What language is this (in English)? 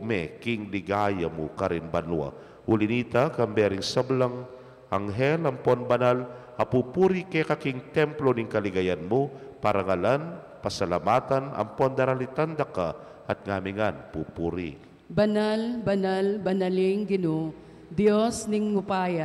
Pampanga